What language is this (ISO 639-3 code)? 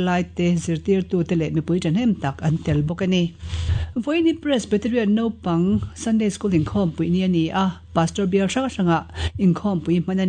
lus